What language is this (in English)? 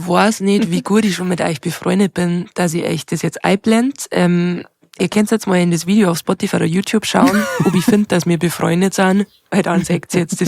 Bavarian